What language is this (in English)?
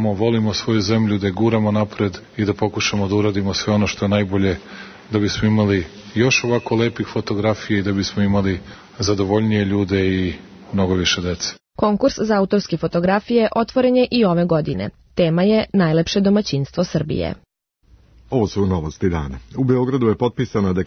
Serbian